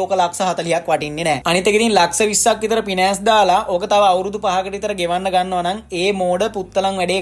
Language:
Sinhala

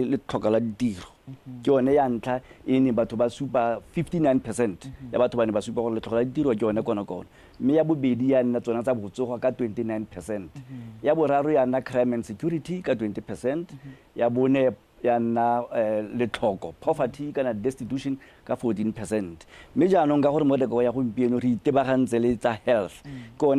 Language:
Tswana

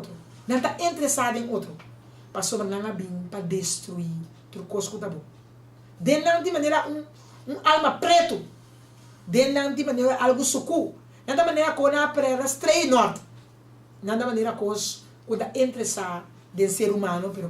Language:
Papiamento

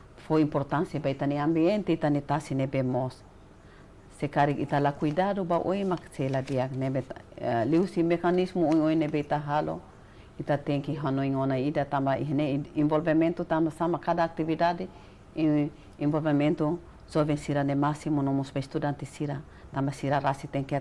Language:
Tetum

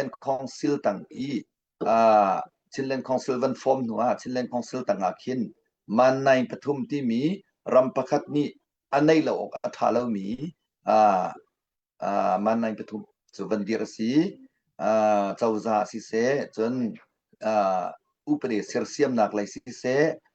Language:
Hakha Chin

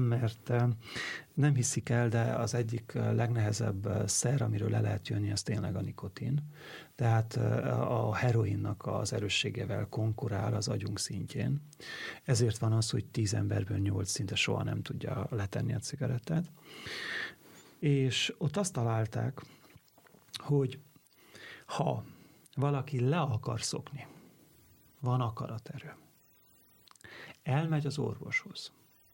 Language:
Hungarian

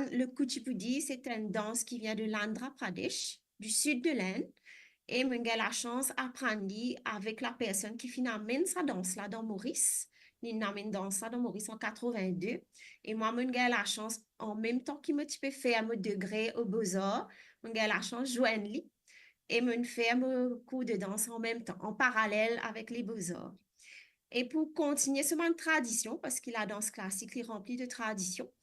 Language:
Morisyen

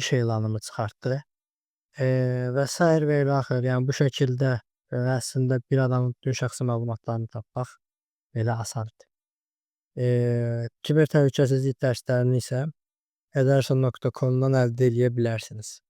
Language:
Azerbaijani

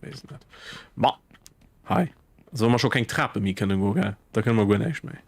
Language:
Luxembourgish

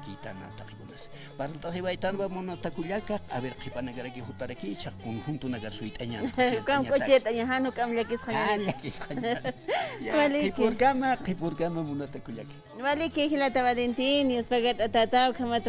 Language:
Aymara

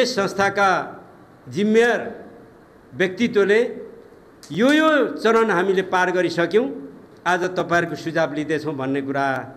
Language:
Nepali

